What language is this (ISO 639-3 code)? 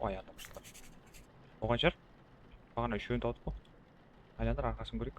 kaa